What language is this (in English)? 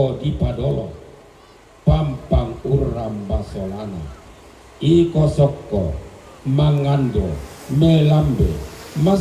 Toraja-Sa'dan